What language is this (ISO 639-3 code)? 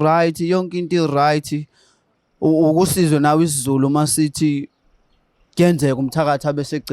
zul